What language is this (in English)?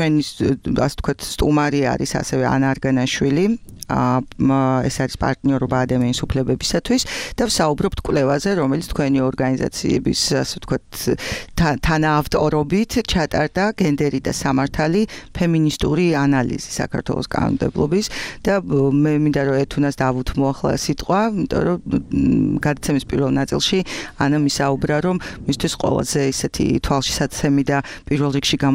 Georgian